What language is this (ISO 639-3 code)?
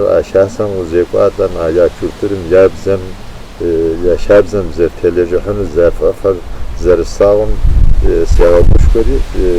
kbd